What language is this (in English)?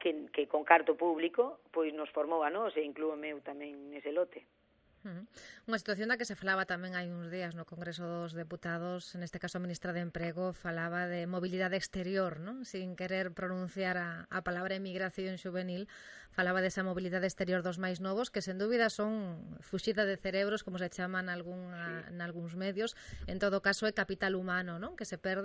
Galician